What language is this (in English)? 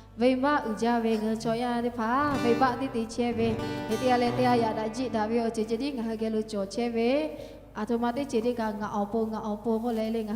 Lahu